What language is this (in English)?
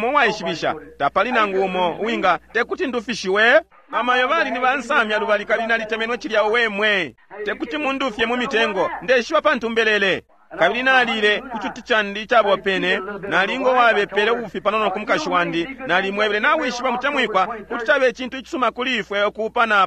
Bemba